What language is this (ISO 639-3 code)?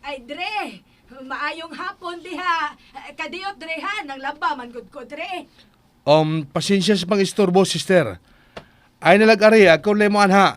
ceb